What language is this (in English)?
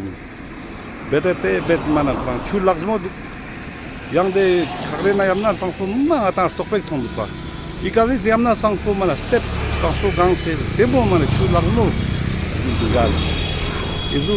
Ladakhi